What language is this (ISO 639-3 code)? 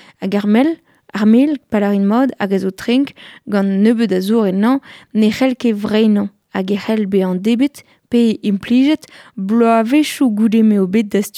bre